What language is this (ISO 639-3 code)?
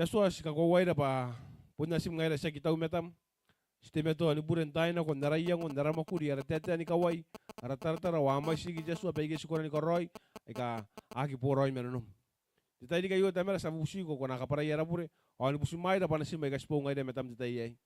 gil